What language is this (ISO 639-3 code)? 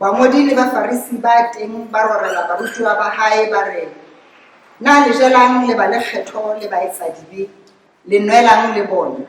sot